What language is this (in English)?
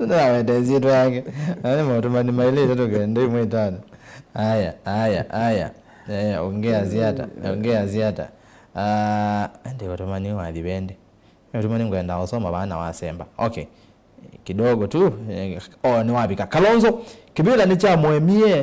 Kamba